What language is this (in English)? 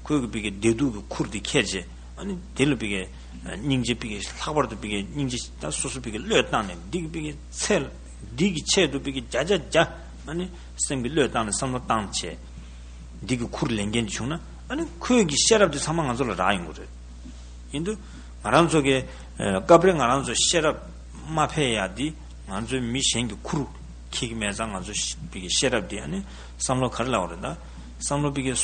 Tibetan